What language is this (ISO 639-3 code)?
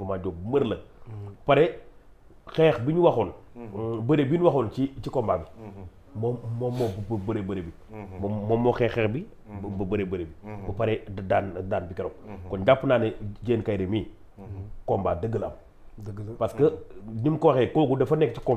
wol